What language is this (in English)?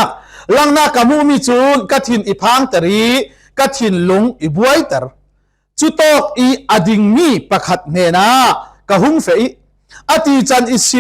Falam Chin